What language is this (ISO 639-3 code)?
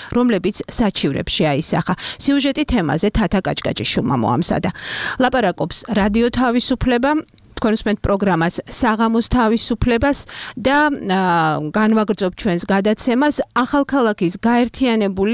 kat